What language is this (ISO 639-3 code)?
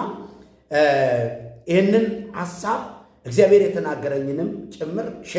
amh